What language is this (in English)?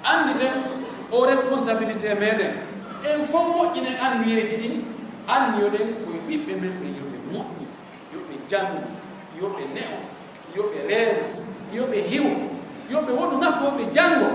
Pular